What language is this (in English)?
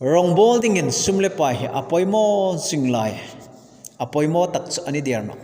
Hmar